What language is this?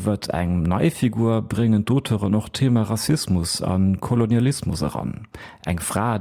Luxembourgish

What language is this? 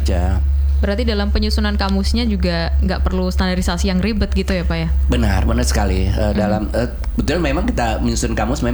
Indonesian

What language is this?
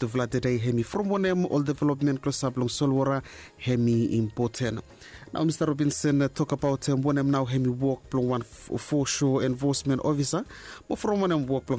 Bislama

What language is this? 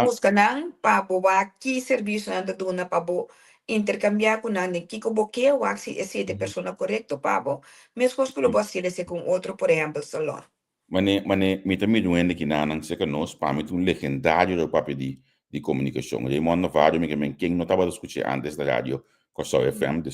Papiamento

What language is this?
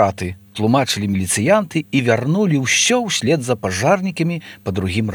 Belarusian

